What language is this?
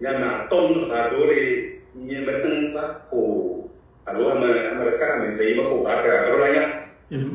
Ewe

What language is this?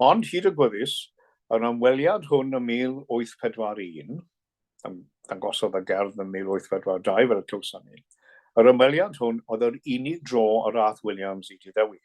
Welsh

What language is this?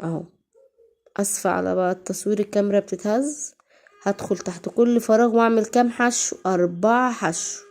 Egyptian Arabic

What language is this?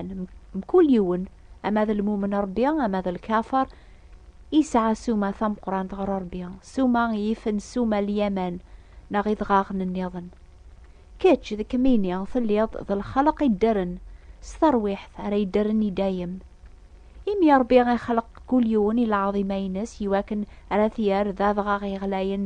Kabyle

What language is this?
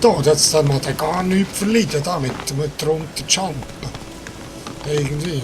Swiss German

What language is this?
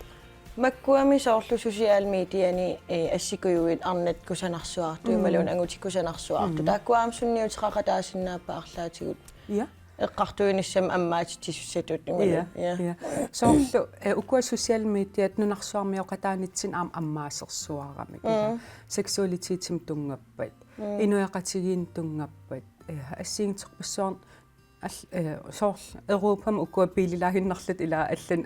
Kalaallisut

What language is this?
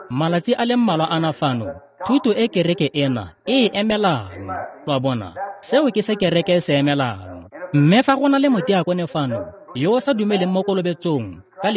Tswana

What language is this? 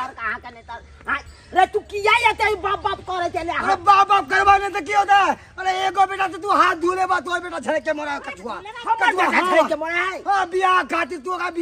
Maithili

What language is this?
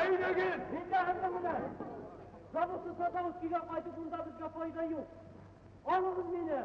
Bashkir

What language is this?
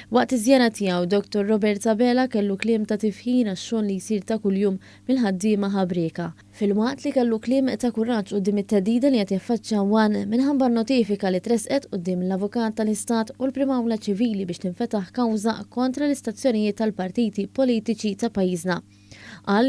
Maltese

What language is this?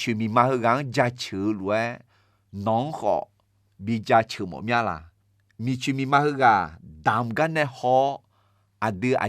Akha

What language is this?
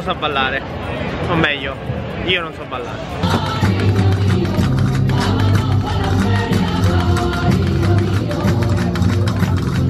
Italian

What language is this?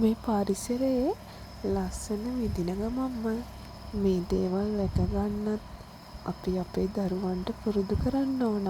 Sinhala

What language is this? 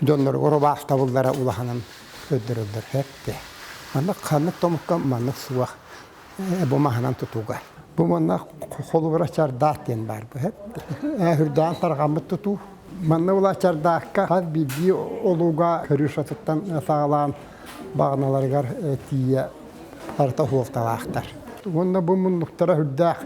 Yakut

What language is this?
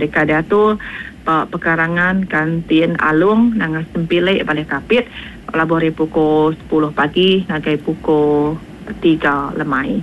Iban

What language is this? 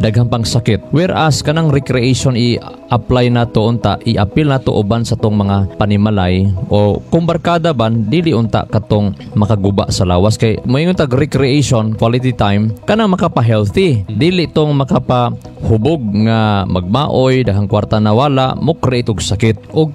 Cebuano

